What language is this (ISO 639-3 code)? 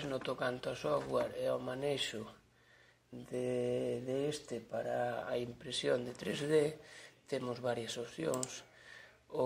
glg